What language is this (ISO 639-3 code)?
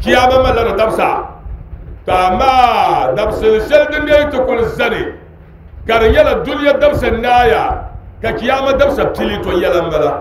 dag